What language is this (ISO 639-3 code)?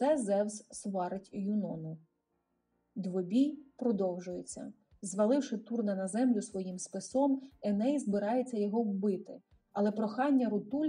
ukr